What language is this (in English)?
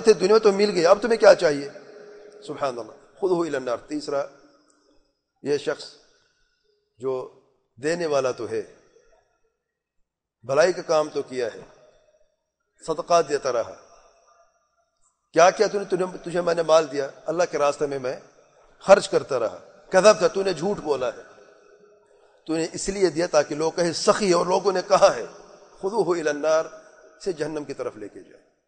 Urdu